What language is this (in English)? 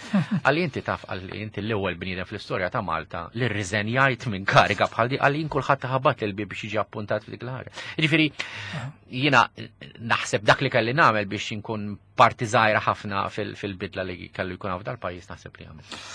Maltese